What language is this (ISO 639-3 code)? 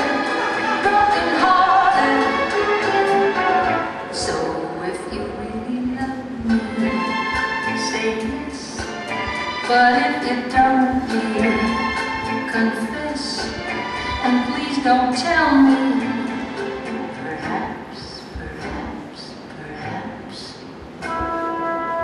eng